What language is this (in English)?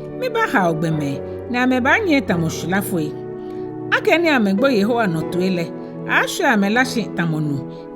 Ga